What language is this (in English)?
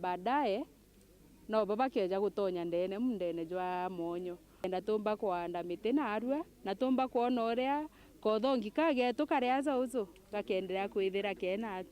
Meru